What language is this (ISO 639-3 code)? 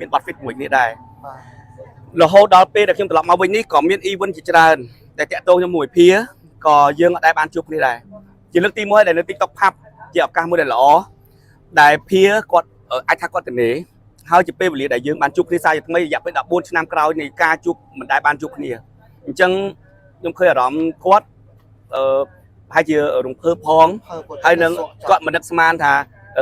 khm